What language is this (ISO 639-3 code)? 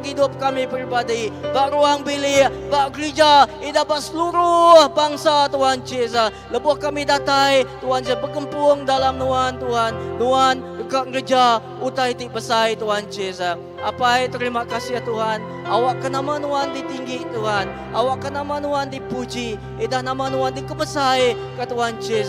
iba